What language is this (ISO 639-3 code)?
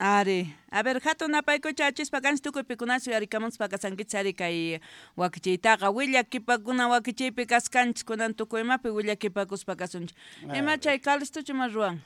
que